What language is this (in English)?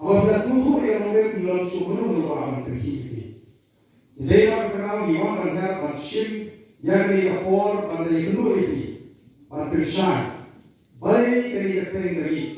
Khasi